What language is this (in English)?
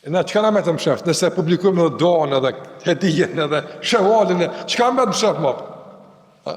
Albanian